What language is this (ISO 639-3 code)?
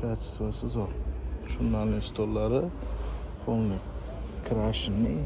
uzb